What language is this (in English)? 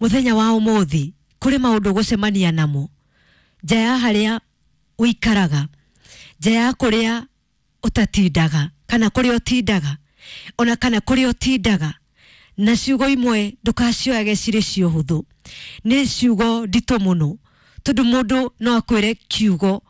Kikuyu